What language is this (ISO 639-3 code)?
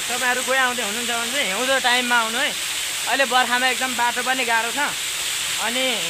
nep